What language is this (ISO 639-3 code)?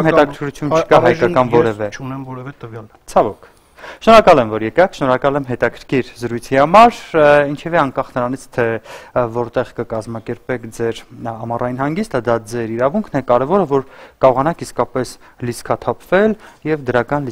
hye